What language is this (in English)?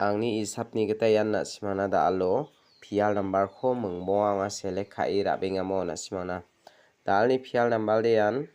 Garo